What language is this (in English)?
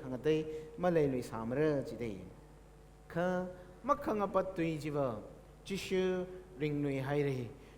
Tangkhul Naga (India)